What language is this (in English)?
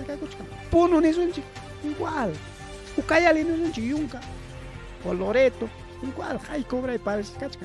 Ayacucho Quechua